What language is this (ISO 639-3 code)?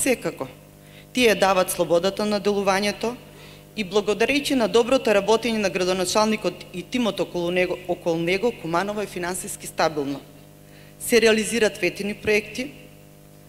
mkd